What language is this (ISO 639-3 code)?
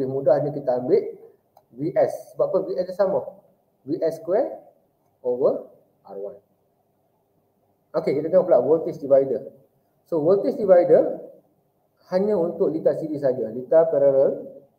msa